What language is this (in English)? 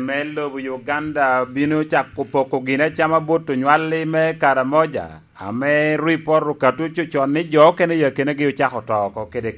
Lango (Uganda)